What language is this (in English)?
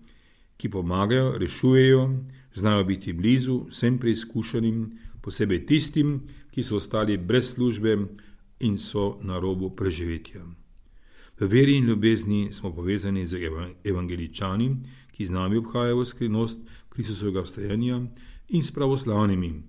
Slovenian